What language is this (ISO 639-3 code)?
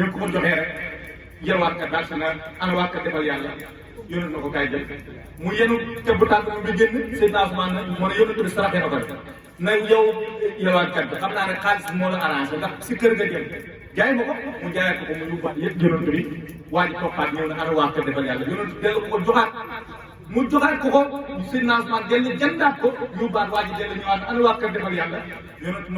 wol